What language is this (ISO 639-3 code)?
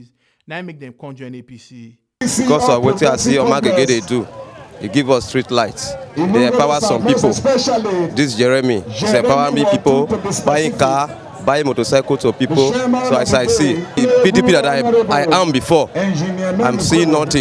pcm